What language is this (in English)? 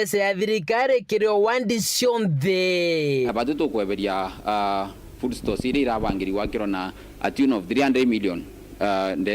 Meru